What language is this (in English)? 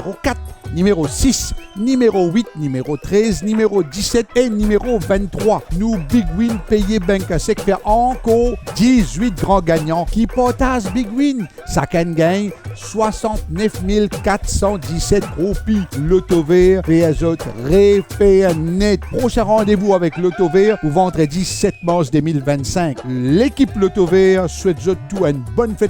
Morisyen